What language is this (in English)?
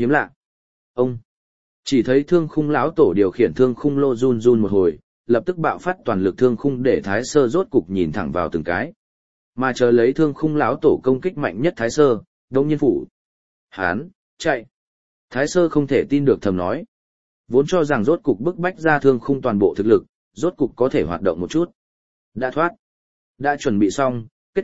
Vietnamese